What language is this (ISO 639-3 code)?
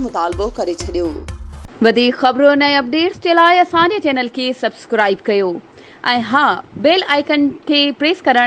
snd